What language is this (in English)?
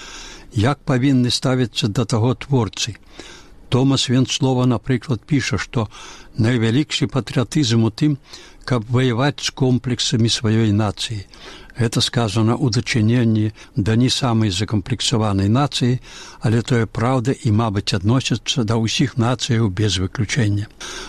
Belarusian